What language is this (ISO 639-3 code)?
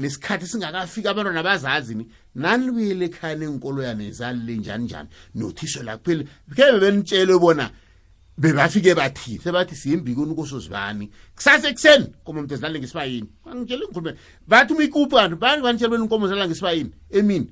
nbl